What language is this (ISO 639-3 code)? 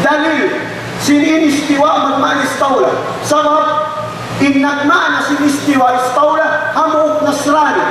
tsg